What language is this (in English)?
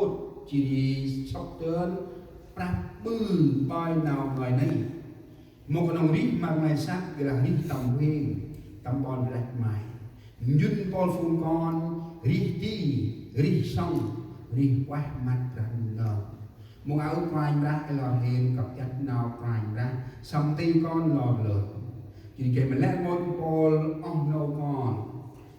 Central Mnong